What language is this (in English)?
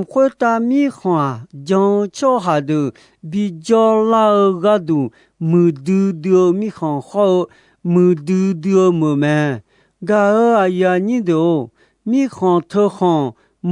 Akha